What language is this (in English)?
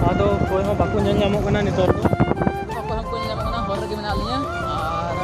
Santali